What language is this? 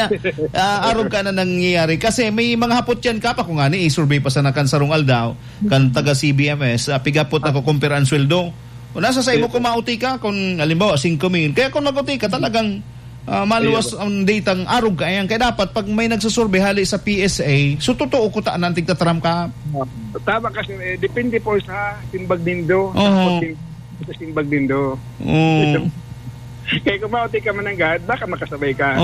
Bikol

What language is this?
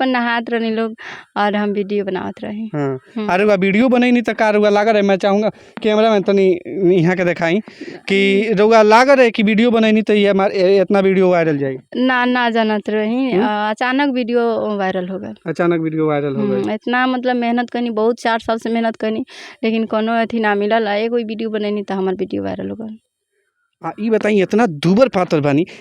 Bhojpuri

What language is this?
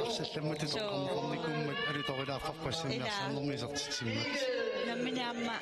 Kalaallisut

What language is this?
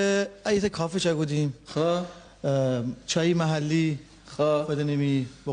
Gilaki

